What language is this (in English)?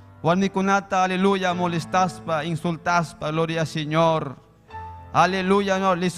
Ayacucho Quechua